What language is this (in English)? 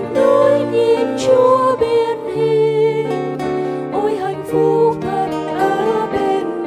Vietnamese